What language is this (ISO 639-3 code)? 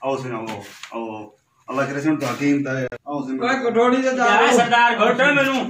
skr